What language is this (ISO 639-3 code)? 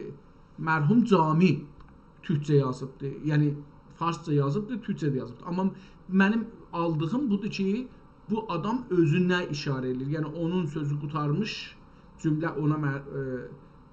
azb